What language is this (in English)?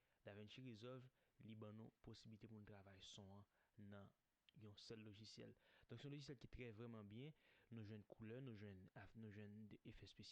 Haitian Creole